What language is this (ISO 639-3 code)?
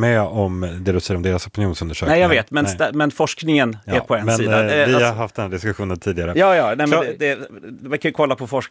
swe